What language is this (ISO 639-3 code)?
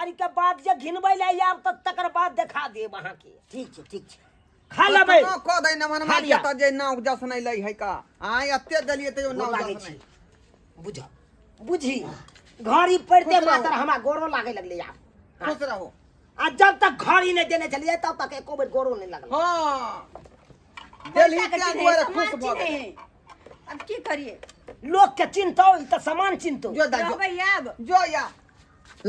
mai